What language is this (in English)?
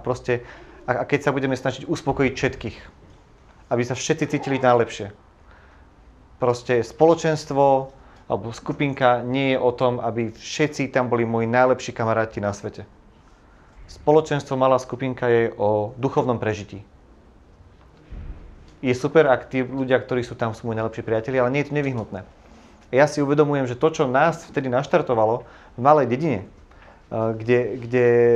Slovak